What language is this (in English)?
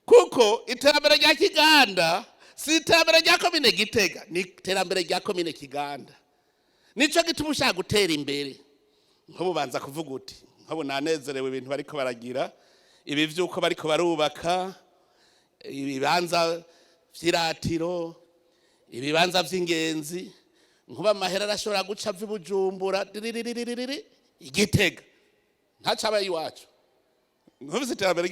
Rundi